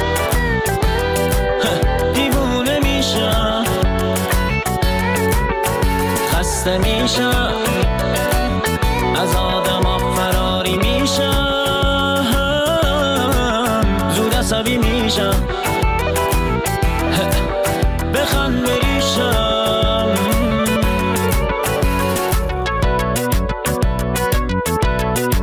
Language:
Persian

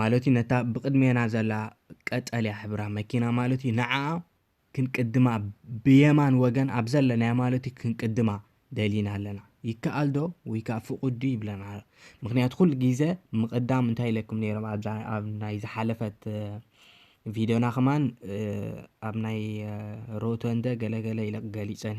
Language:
Tigrinya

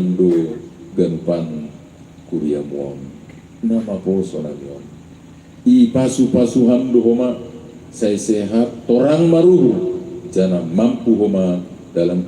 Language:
Batak Simalungun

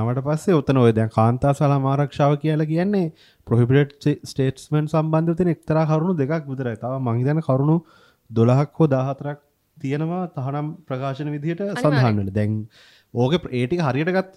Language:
Sinhala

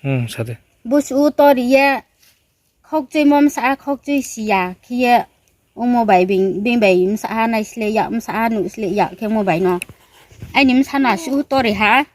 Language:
Riang (India)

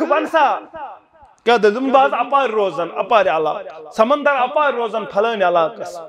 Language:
Kashmiri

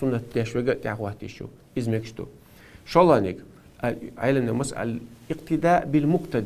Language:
Chechen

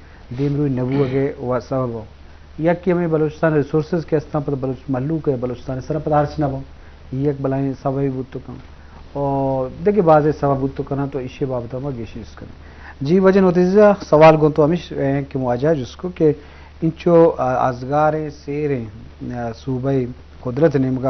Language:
Eastern Balochi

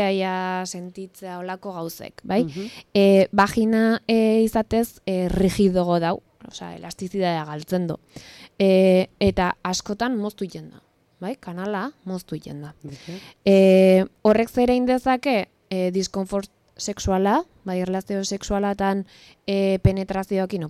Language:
Basque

